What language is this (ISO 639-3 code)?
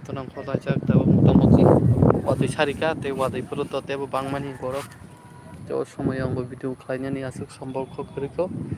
trp